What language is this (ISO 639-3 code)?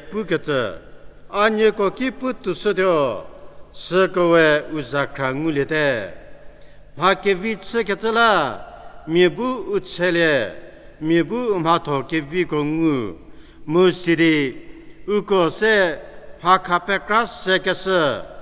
njm